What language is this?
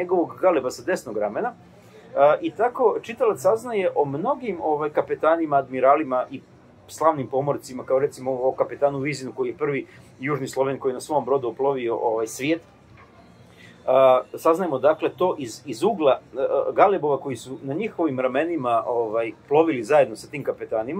Serbian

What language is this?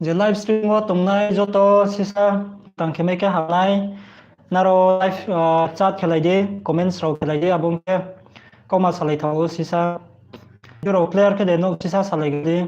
Riang (India)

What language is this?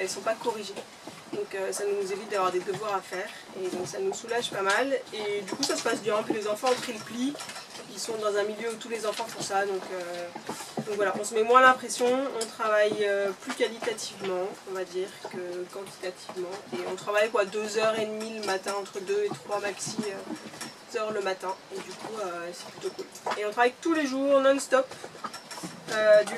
French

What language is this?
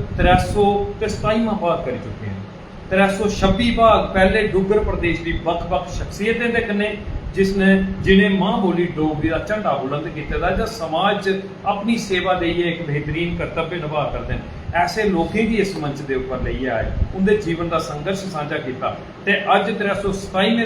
Dogri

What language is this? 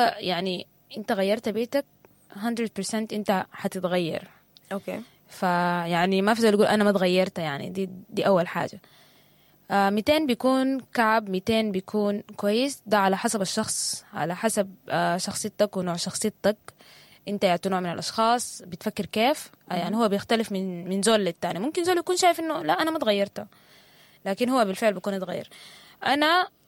Sudanese Arabic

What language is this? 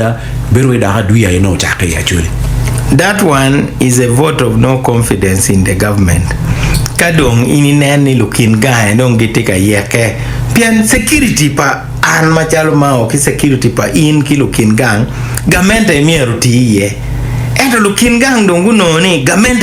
Acoli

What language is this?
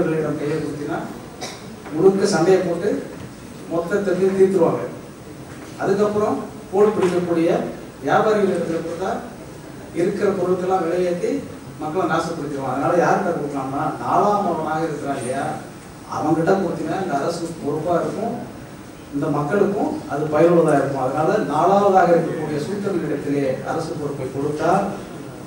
Tamil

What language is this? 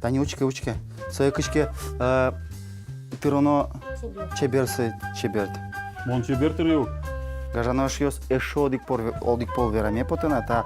Udmurt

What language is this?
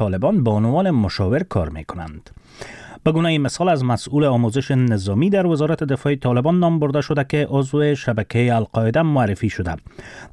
Persian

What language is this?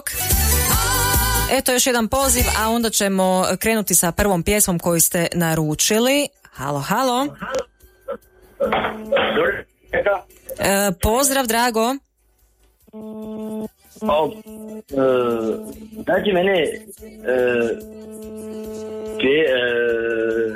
Croatian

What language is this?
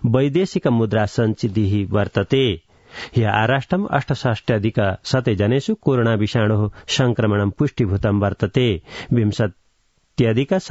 Sanskrit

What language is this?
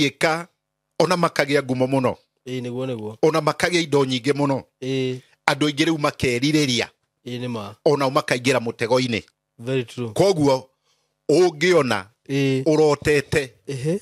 Kikuyu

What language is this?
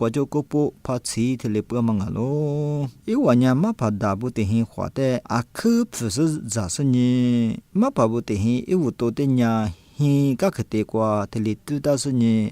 Lisu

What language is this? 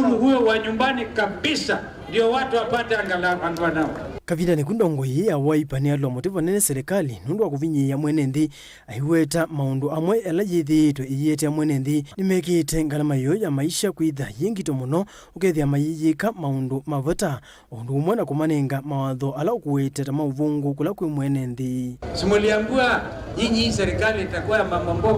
Kamba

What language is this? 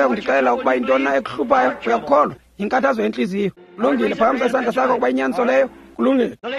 Xhosa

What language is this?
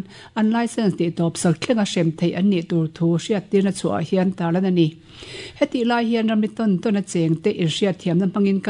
Mizo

